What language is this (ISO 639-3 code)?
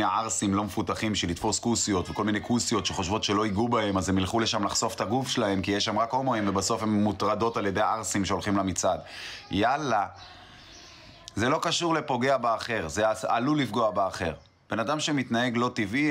heb